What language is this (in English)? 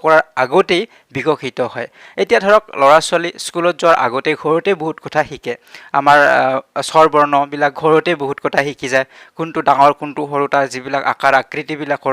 Assamese